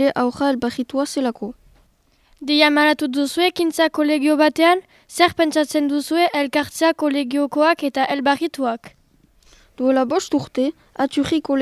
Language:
Basque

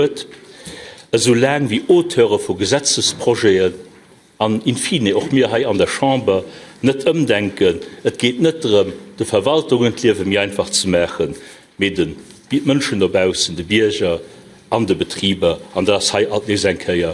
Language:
Luxembourgish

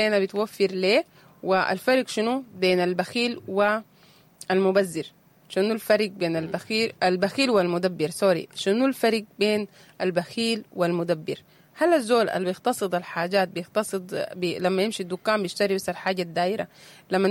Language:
Sudanese Arabic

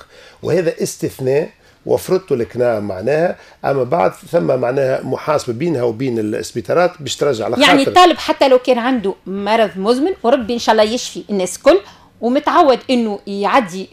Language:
Tunisian Arabic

